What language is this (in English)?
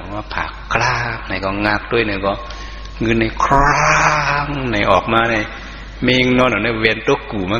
Shan